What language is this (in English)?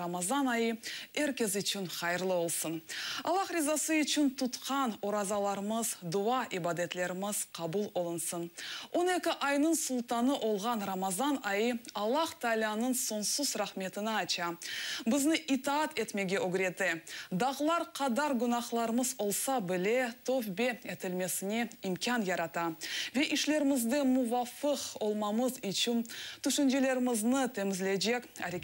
Crimean Tatar